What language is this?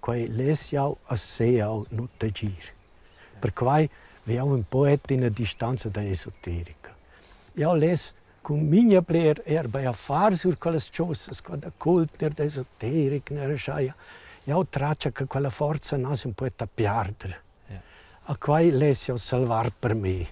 Romansh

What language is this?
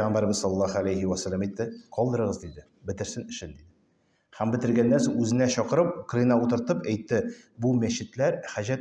Tatar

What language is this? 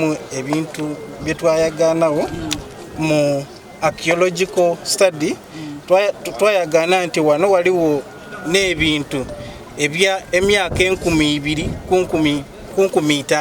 Soga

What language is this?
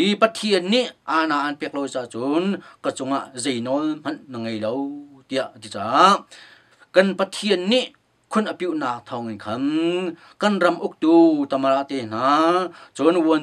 Hakha Chin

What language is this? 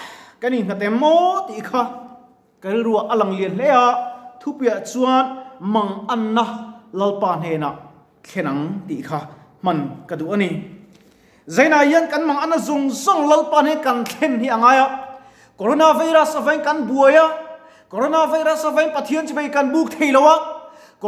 Mizo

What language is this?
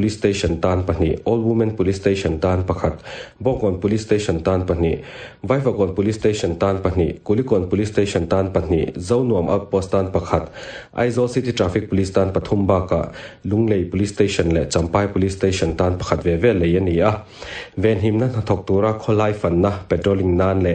Mizo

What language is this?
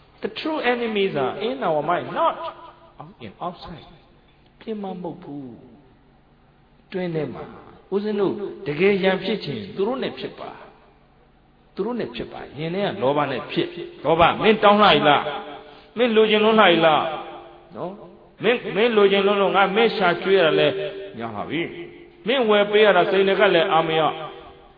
Burmese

